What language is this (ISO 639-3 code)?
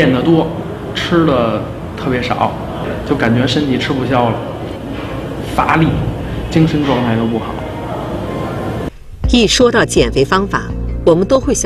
zho